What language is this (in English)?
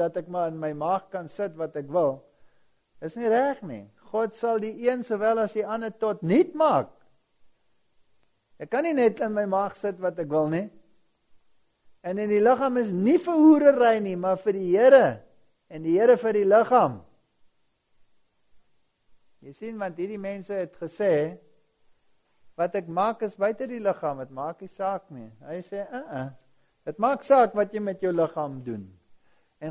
Afrikaans